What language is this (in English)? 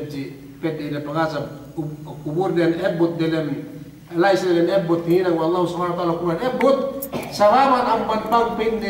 Yakan